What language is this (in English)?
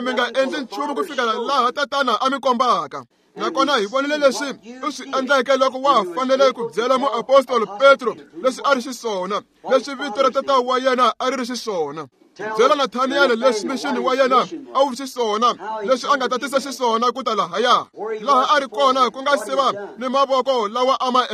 Tsonga